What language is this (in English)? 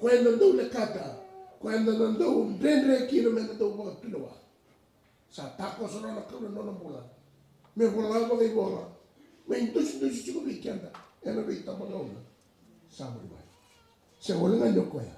Fijian